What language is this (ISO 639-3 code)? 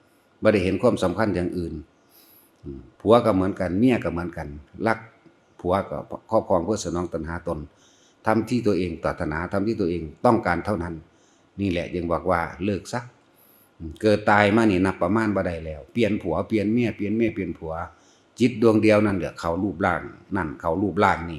tts